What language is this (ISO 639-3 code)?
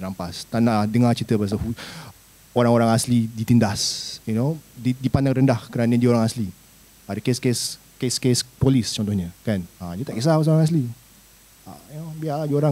msa